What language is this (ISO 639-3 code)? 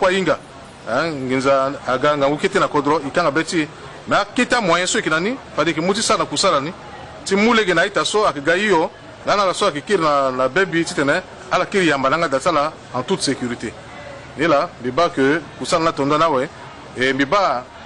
sag